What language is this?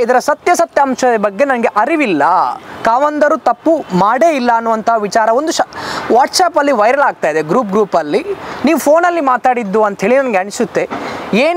Kannada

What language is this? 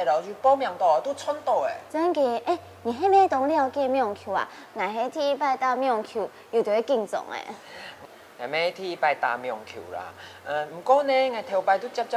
Hakka Chinese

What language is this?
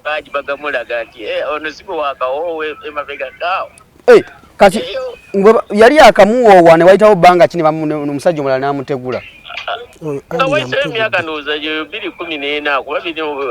Ganda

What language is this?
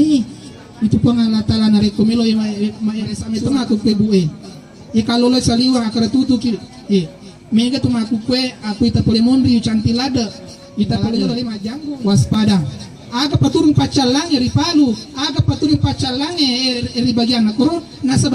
Buginese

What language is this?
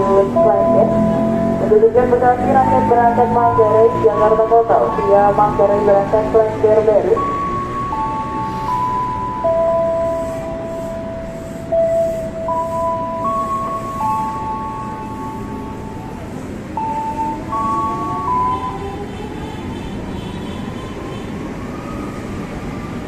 Indonesian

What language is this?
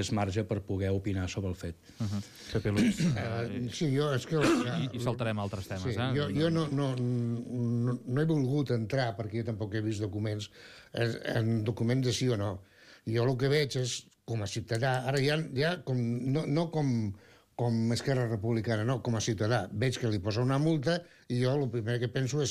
Catalan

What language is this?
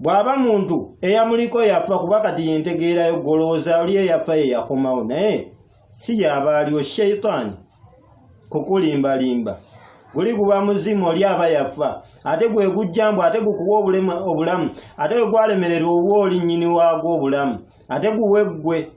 Ganda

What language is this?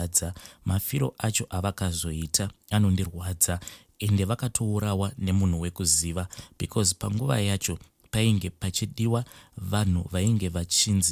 Shona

